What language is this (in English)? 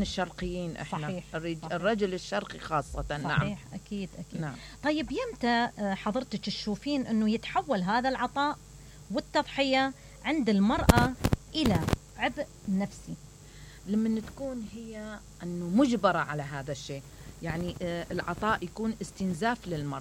Mesopotamian Arabic